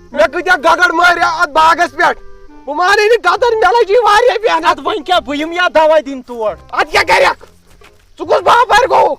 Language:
Kashmiri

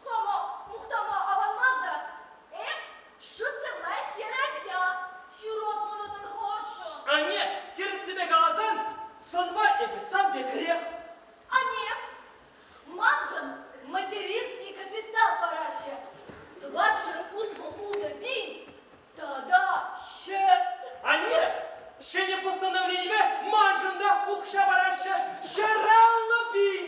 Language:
Chuvash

